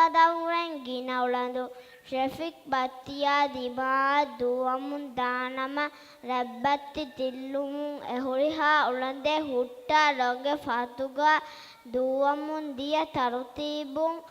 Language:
Divehi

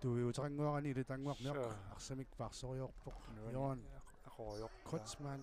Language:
Kalaallisut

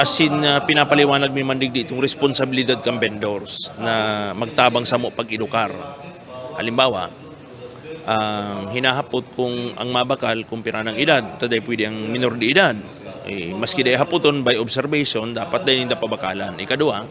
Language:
Bikol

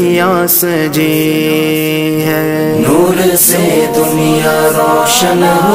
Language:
Urdu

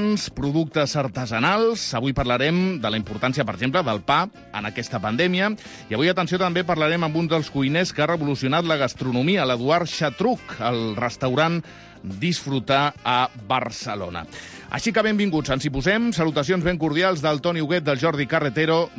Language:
Catalan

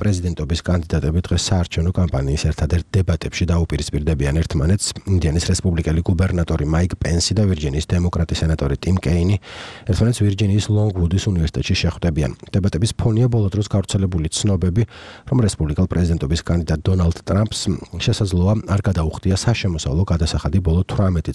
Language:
Georgian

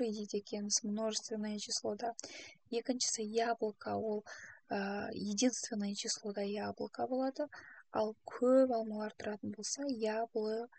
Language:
Kazakh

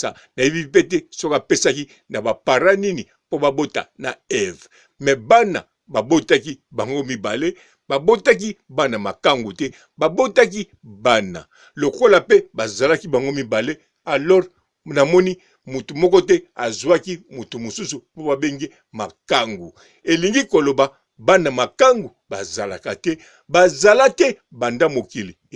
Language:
Lingala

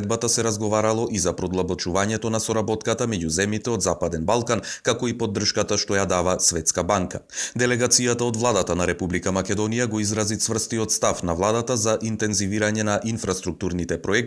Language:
Macedonian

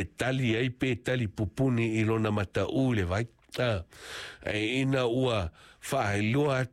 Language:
Samoan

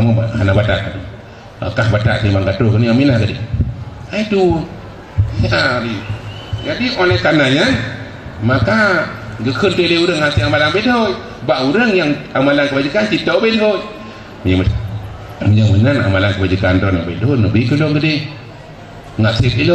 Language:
Achinese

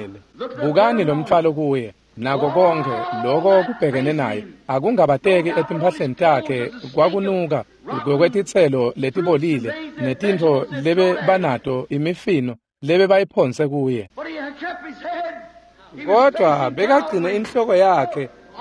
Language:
Swati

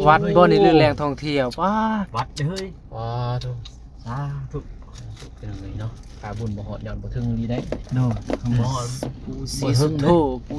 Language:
Northeastern Thai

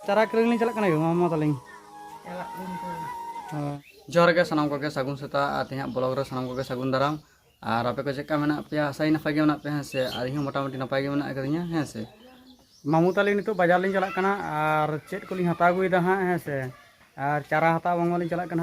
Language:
Santali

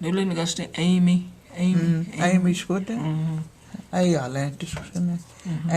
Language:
Cherokee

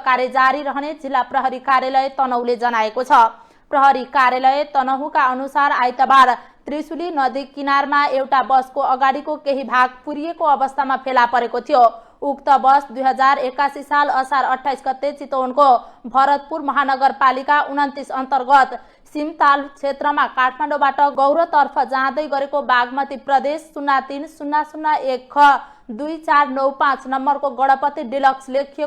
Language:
Nepali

